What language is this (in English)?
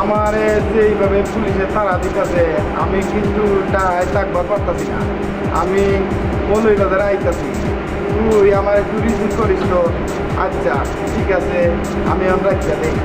Sylheti